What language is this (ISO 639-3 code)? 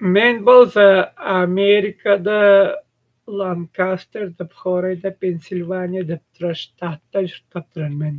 tyv